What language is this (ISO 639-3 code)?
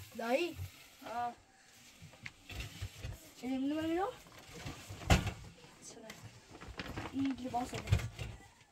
fas